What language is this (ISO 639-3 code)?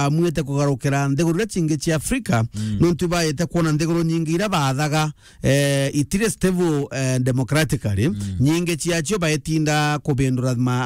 mer